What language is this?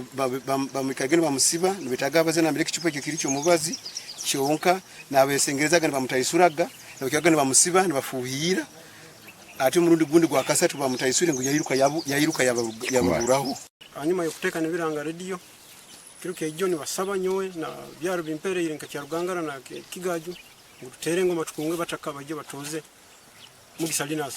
Nyankole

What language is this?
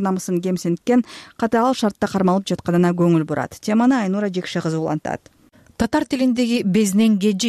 Kyrgyz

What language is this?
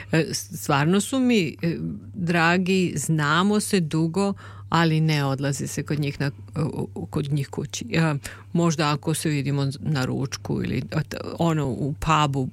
Serbian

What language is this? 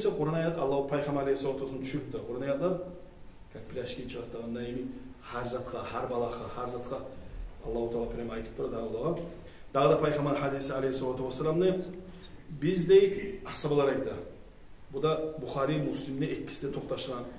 Kumyk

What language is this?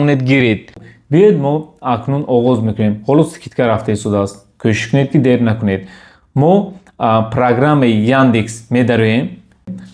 Tajik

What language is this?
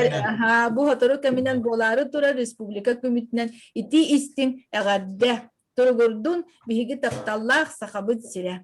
Yakut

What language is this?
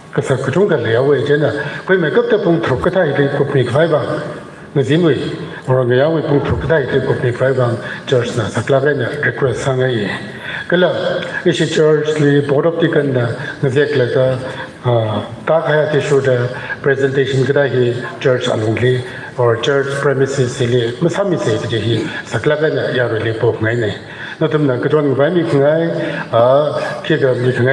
Tangkhul Naga (India)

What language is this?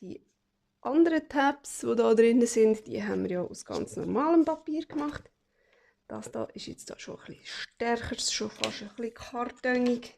Swiss German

